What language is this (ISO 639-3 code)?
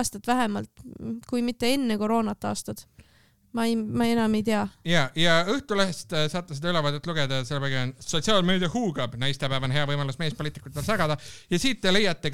est